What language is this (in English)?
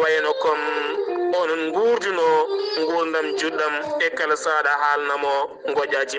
Fula